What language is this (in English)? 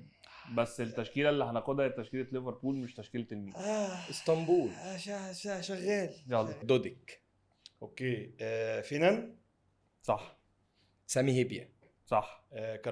Egyptian Arabic